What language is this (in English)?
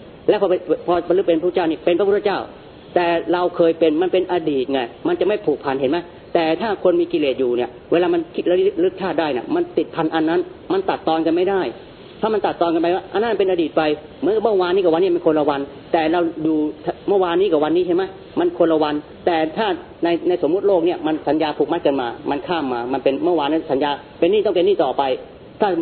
Thai